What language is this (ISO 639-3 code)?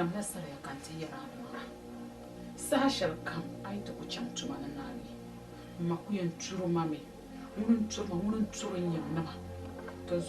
dag